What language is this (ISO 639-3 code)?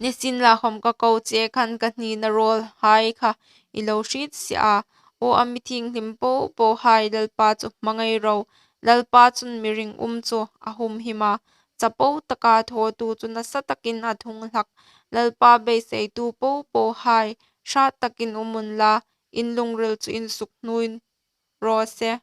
hmr